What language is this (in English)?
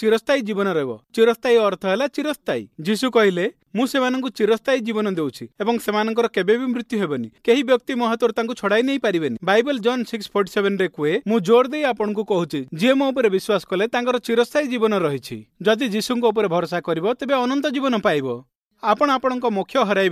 Odia